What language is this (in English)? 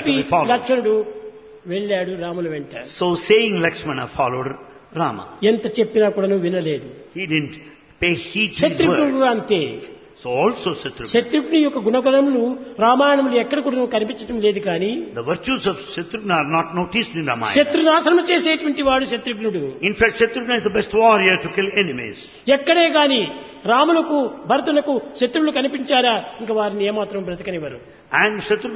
Telugu